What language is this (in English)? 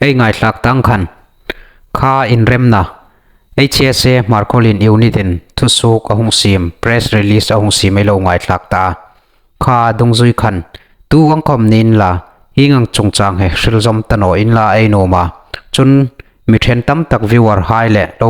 Hmar